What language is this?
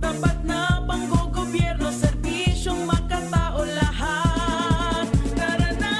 Bikol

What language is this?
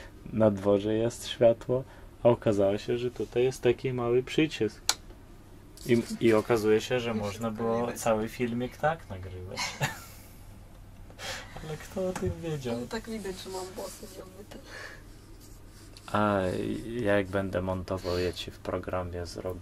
Polish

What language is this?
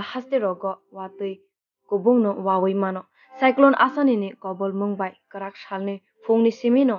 Kok Borok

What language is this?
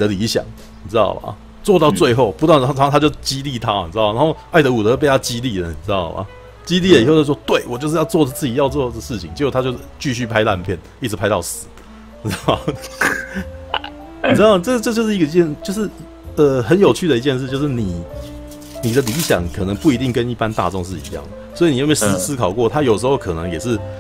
Chinese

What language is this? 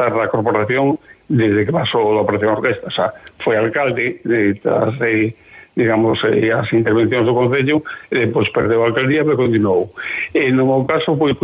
Galician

